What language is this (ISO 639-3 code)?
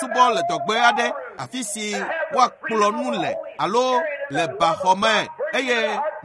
ewe